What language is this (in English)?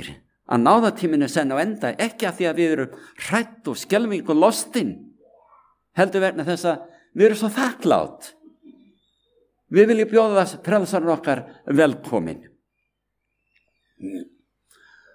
Icelandic